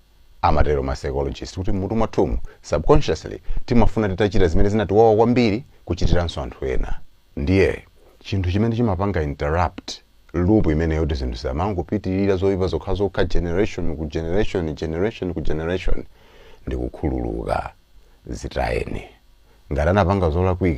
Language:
Nyanja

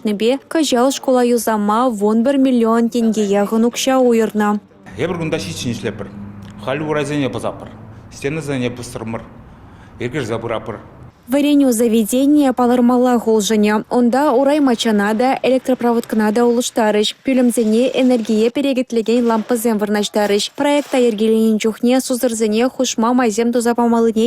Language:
Chuvash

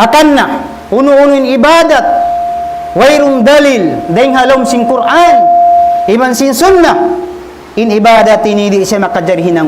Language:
Tausug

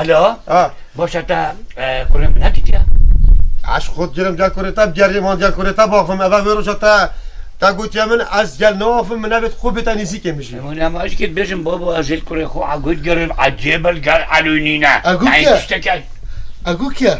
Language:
Kurdish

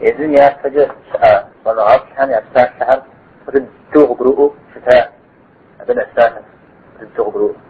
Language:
Kabardian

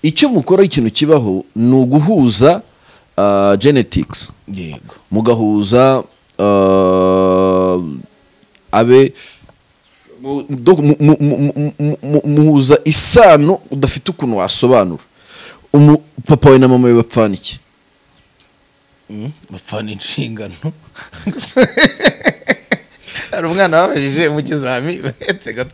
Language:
Kinyarwanda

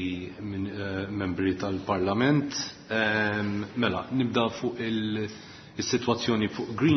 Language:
Maltese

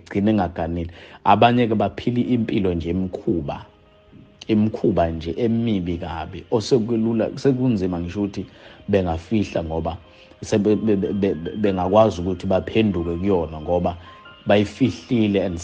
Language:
Zulu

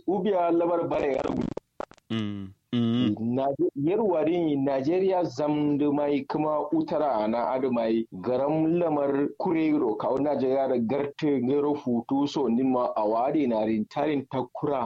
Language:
Kanuri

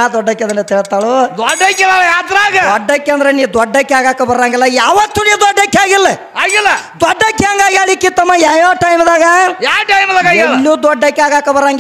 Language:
Kannada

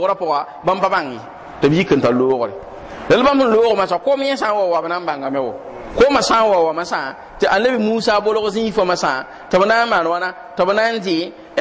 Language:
Mossi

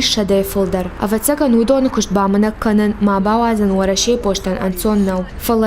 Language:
Ossetic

